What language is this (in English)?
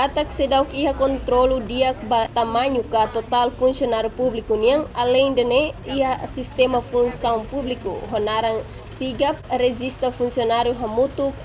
Tetum